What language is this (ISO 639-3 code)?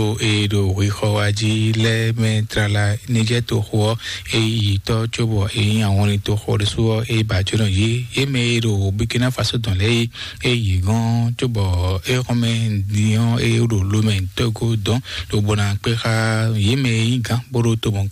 fon